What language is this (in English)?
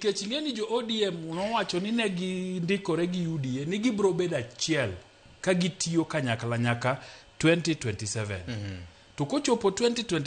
Luo (Kenya and Tanzania)